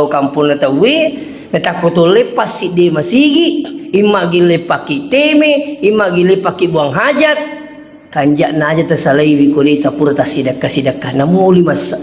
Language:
Buginese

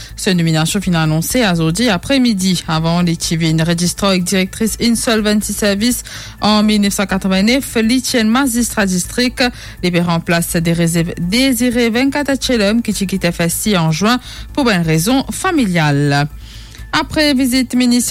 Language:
Morisyen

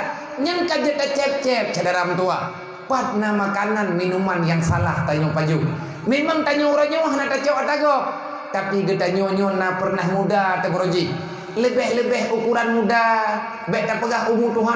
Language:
Achinese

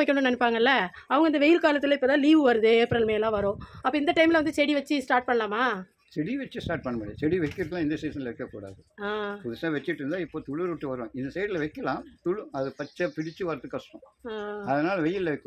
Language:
Tamil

